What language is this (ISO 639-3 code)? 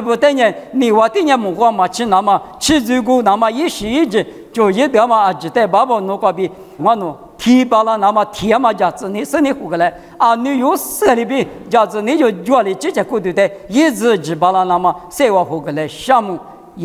lis